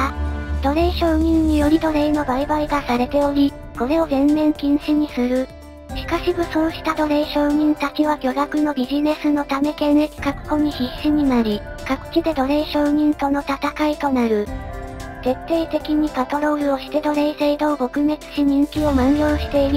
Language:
Japanese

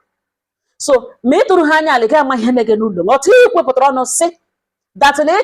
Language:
Igbo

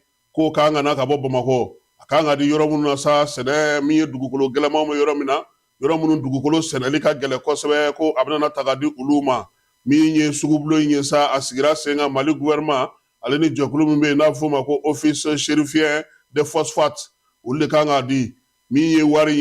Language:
Bambara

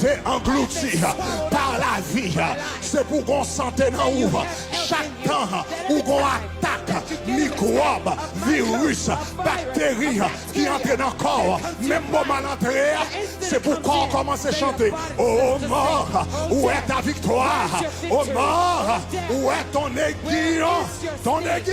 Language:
Haitian Creole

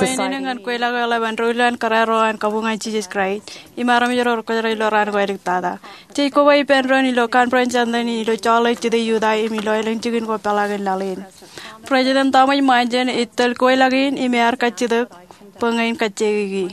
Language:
Marshallese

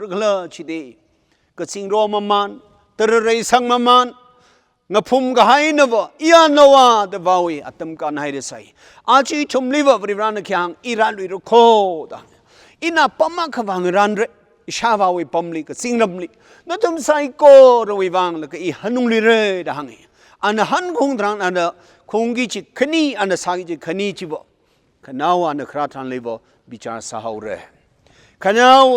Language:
Tangkhul Naga (India)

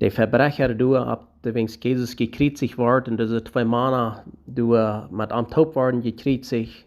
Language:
Plautdietsch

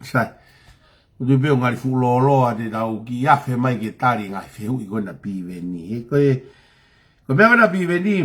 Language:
Tongan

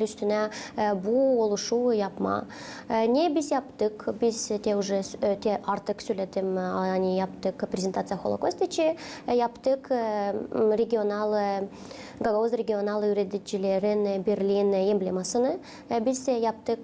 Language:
Gagauz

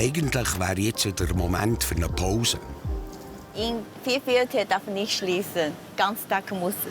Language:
Swiss German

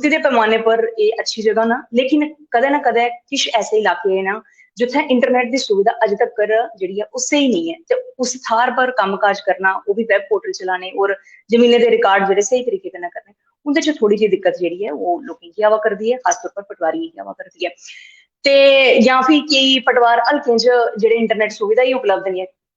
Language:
Dogri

